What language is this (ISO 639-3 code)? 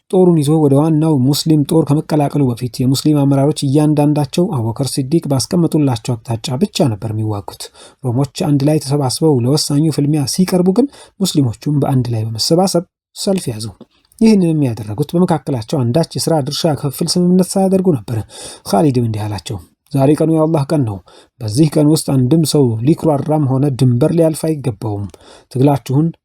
amh